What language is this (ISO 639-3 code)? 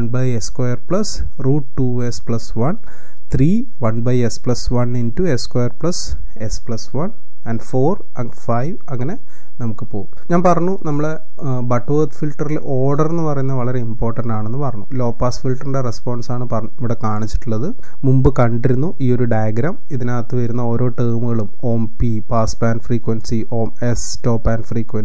mal